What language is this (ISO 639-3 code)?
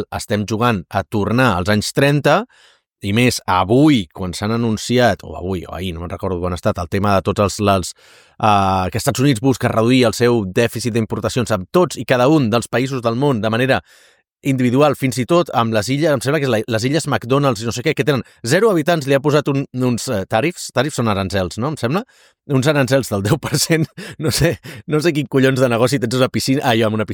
cat